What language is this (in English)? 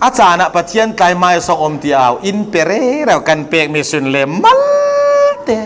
Falam Chin